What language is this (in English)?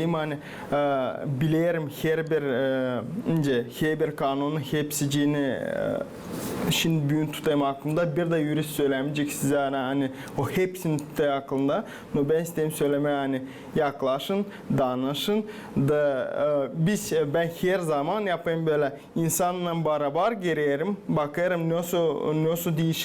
Gagauz